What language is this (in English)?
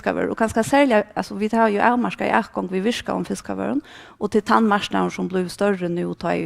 Faroese